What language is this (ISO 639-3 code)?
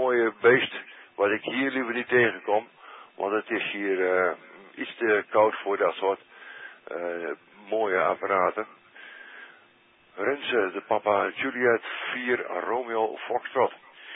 nld